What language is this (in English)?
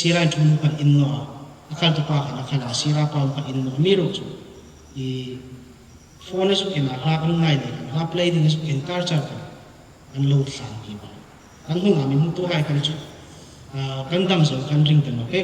Hmar